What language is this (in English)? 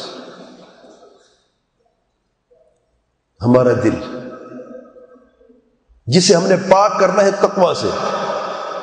Urdu